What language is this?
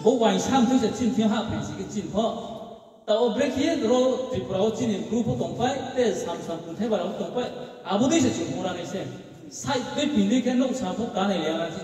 Riang (India)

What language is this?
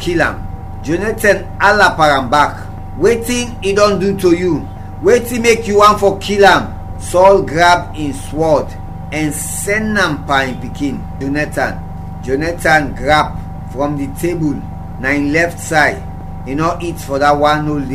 Krio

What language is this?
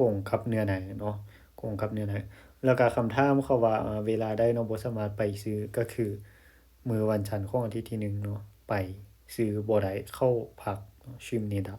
Lao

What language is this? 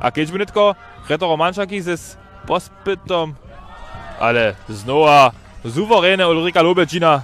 Upper Sorbian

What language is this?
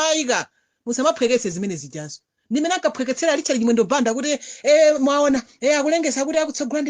Nyanja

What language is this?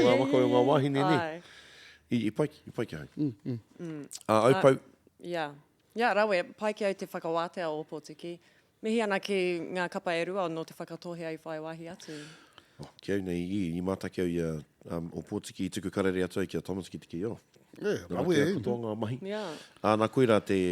Māori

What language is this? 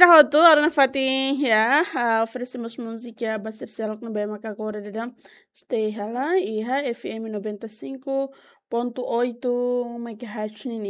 Tetum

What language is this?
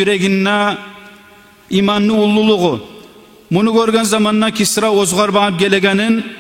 Kumyk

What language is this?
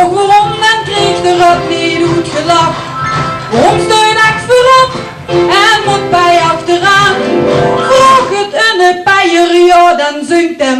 Limburgish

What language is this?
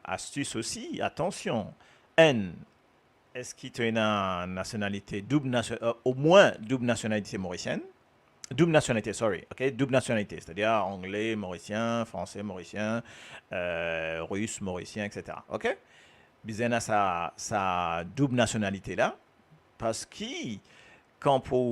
Morisyen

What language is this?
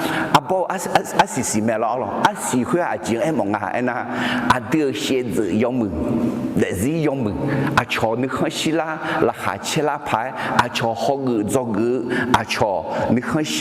Akha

